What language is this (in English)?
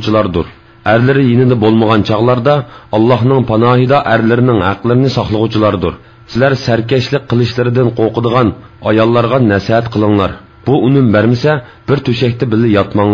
Uyghur